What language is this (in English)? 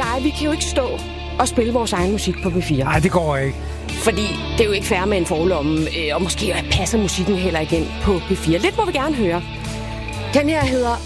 Danish